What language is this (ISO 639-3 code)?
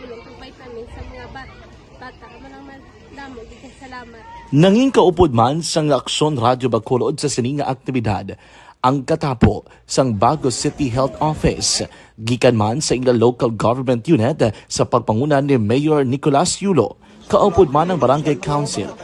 hil